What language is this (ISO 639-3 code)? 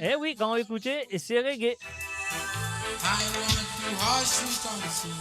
mfe